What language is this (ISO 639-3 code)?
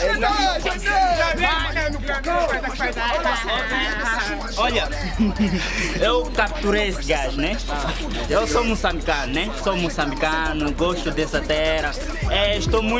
por